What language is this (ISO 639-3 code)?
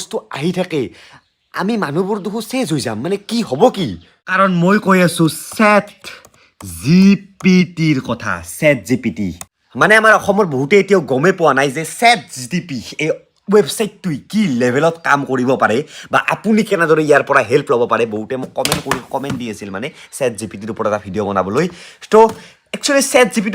asm